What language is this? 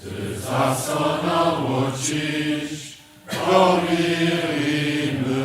Upper Sorbian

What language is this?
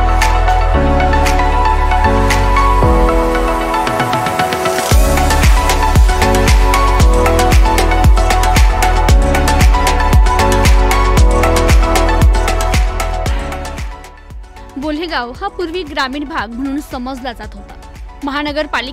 Marathi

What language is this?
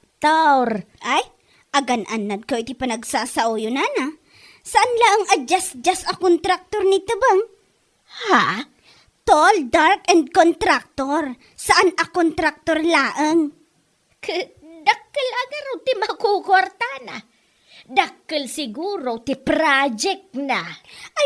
Iloko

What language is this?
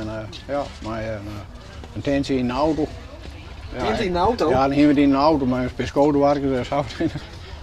Western Frisian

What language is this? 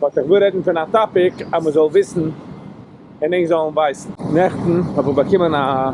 Yiddish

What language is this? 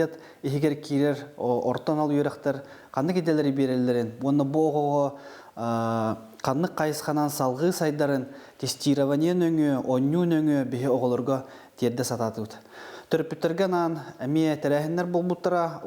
Yakut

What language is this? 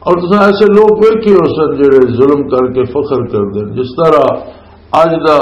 Western Panjabi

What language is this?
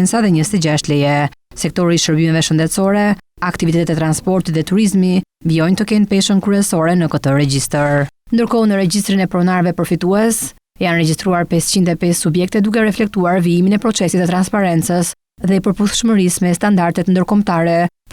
Albanian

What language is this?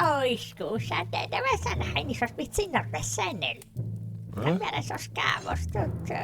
Sardinian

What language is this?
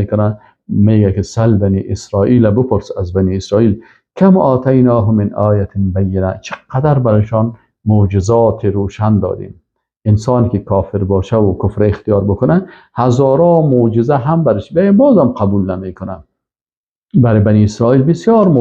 Persian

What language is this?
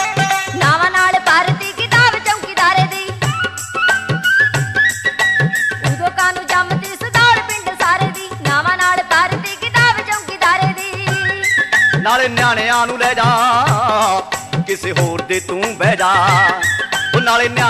Punjabi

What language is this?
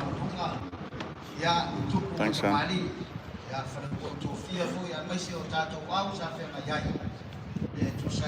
Samoan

